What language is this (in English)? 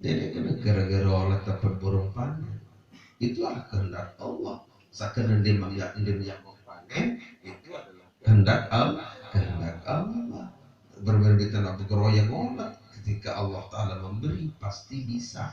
Sasak